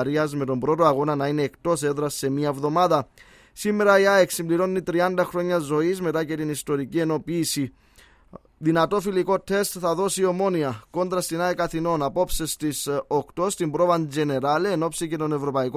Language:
Greek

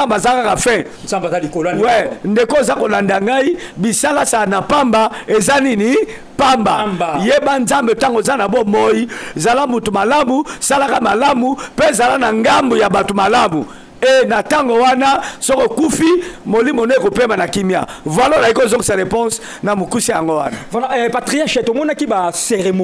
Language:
Lingala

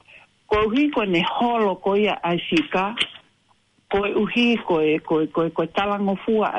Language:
Tongan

